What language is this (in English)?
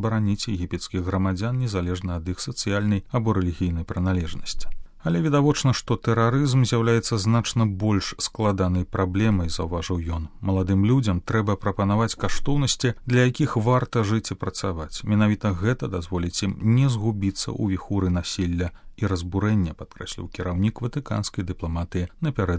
Belarusian